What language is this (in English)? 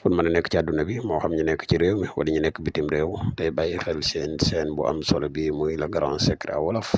Wolof